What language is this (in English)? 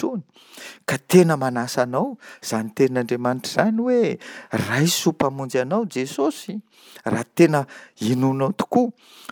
Malagasy